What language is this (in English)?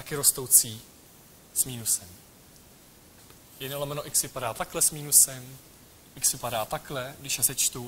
Czech